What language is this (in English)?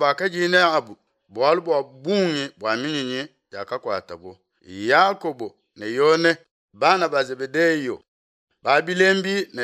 Luba-Lulua